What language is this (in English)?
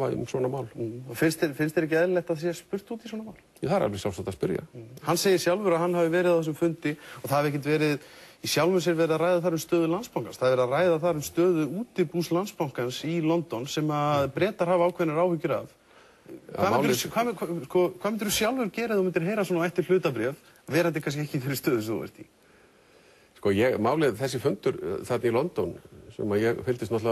Icelandic